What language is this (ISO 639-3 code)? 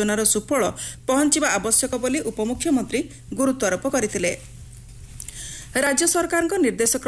ori